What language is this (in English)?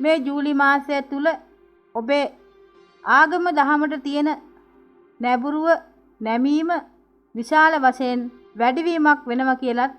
Sinhala